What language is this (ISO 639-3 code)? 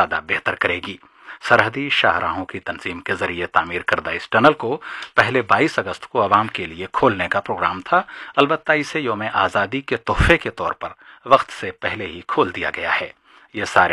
urd